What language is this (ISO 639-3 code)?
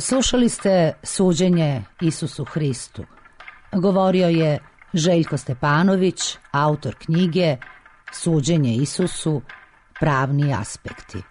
srp